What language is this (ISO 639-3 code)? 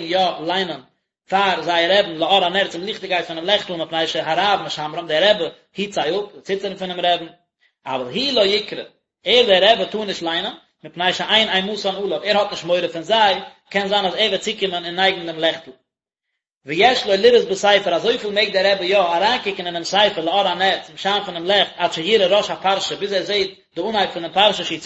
yid